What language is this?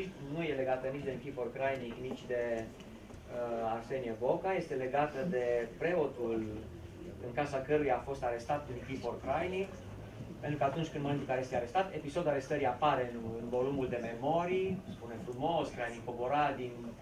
Romanian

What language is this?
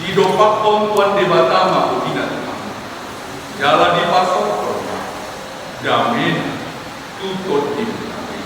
Batak Toba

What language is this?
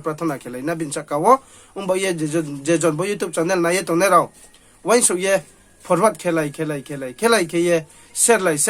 Riang (India)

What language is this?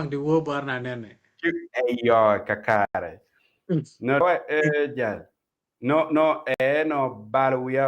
Acoli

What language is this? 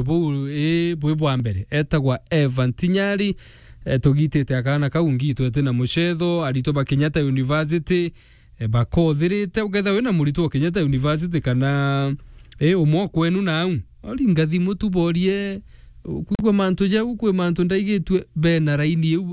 Meru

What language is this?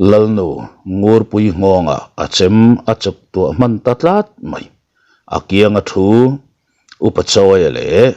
Mizo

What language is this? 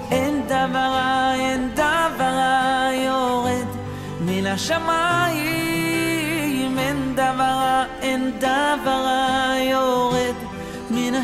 Hebrew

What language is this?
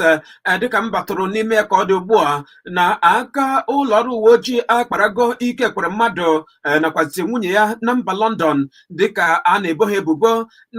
Igbo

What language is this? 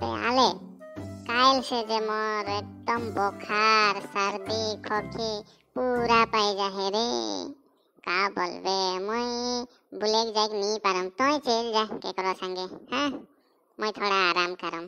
Sadri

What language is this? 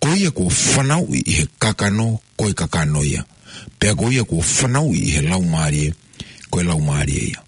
Tongan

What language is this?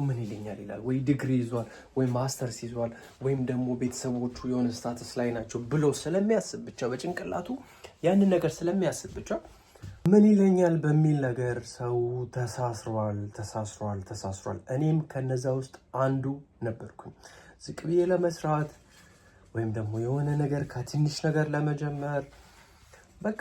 Amharic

